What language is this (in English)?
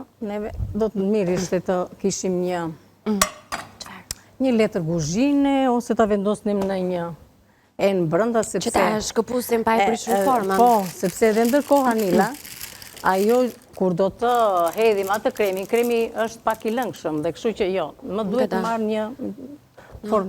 Albanian